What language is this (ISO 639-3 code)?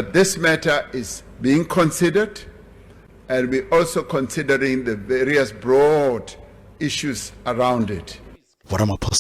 ven